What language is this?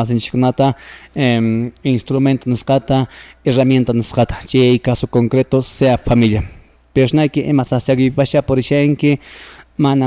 Quechua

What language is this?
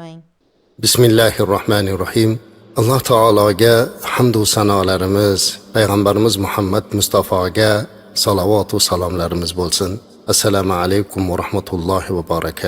Uzbek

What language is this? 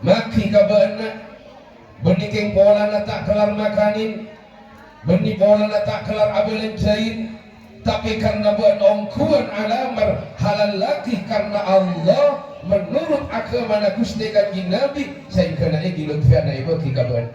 Madurese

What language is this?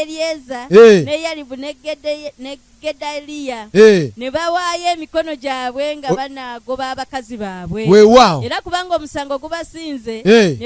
Ganda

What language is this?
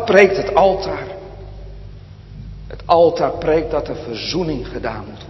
Dutch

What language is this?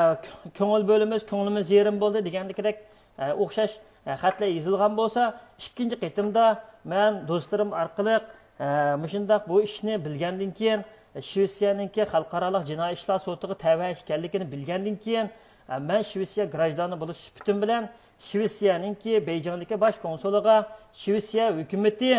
Uyghur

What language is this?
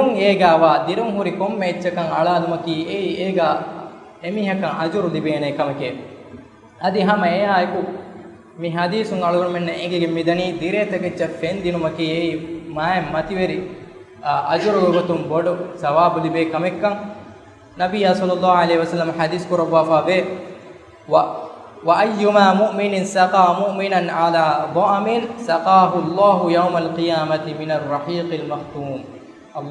Divehi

